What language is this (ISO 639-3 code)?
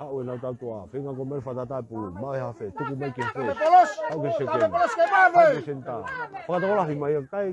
ton